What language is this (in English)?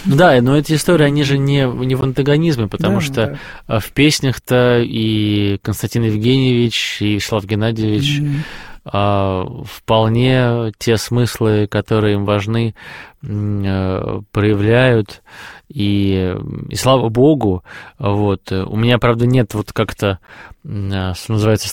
Russian